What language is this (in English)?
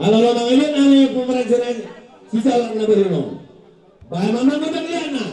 Batak Toba